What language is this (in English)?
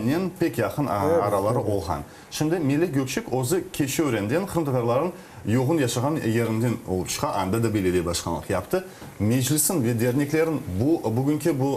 Crimean Tatar